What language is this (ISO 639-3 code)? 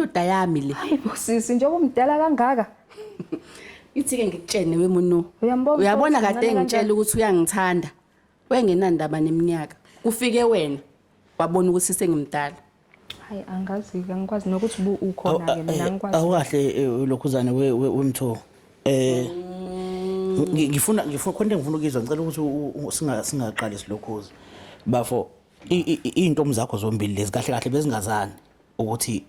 zul